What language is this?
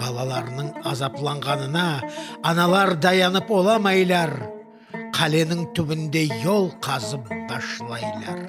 Crimean Tatar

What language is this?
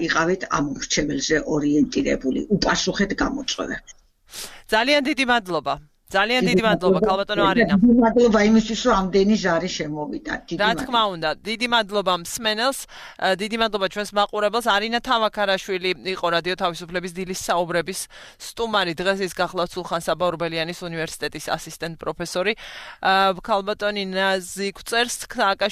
Georgian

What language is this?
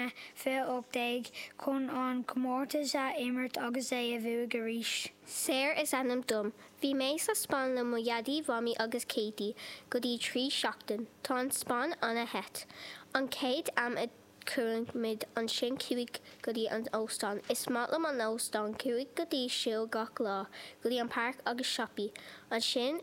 Irish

